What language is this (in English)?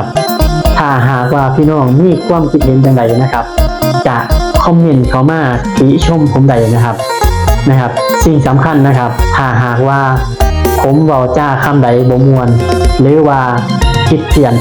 Northeastern Thai